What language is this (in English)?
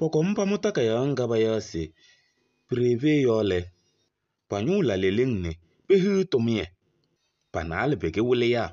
Kabiyè